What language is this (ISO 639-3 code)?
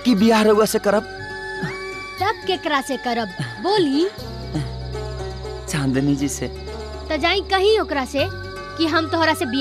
bho